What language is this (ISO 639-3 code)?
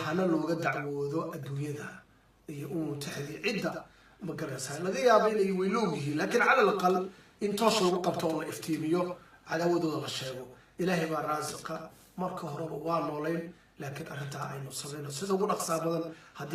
som